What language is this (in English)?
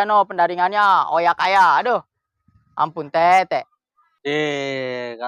Betawi